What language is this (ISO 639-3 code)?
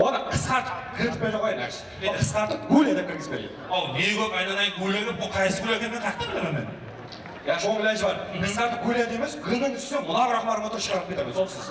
kaa